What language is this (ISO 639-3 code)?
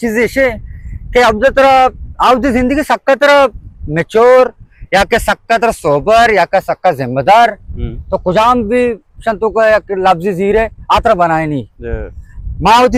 bal